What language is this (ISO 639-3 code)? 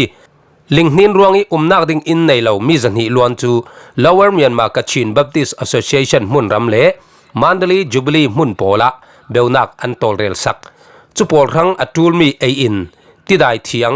cfm